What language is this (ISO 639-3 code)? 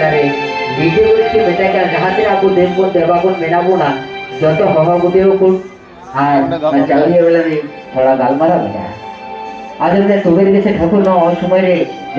sat